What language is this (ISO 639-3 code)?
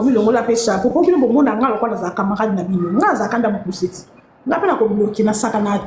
lin